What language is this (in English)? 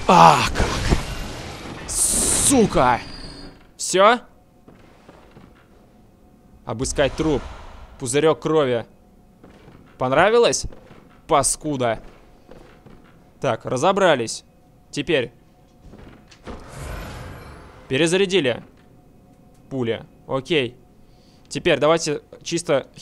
Russian